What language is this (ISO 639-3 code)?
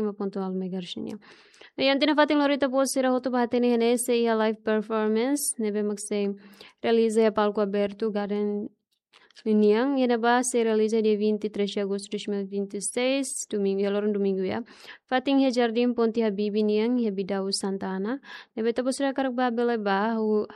tet